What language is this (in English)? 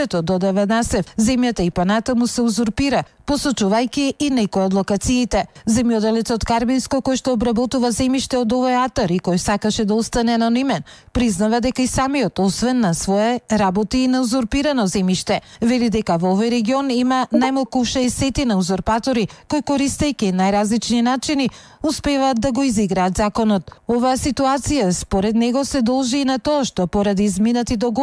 Macedonian